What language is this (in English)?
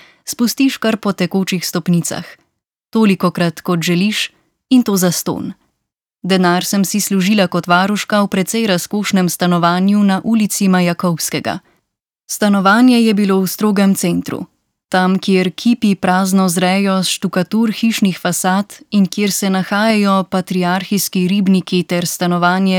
Slovenian